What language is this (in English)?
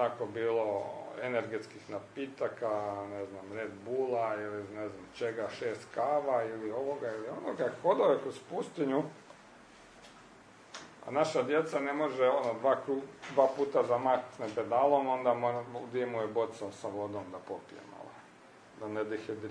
Croatian